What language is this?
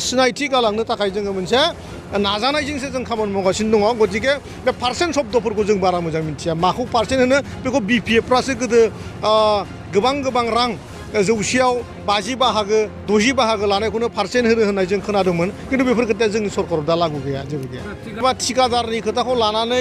Bodo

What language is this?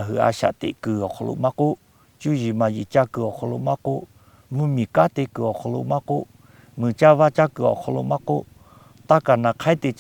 Lahu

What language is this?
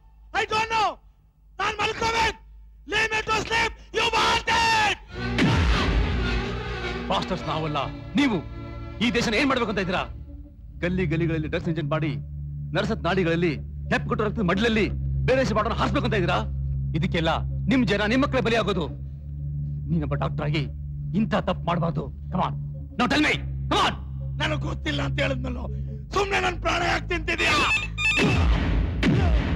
Kannada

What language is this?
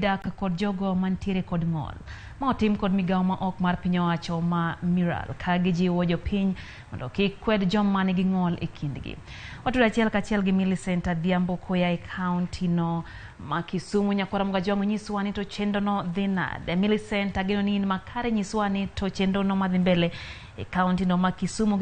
Luo (Kenya and Tanzania)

